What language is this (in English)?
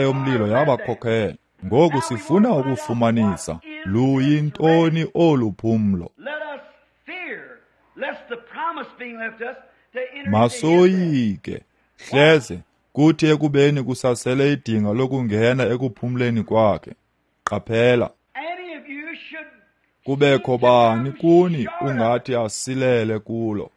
Xhosa